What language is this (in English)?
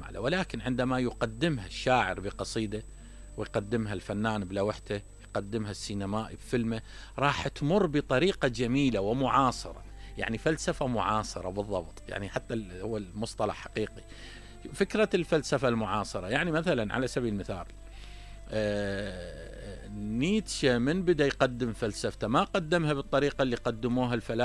Mesopotamian Arabic